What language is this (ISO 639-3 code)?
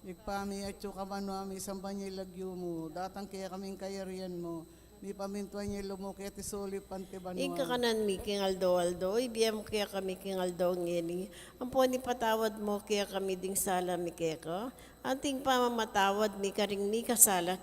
pam